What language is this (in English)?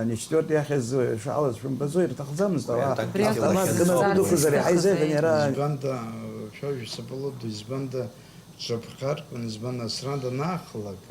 Abkhazian